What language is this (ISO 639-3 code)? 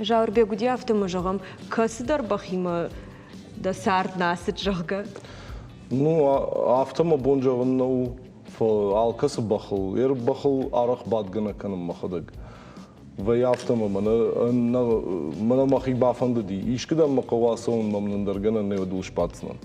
oss